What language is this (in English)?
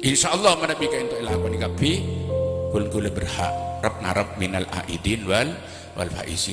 Madurese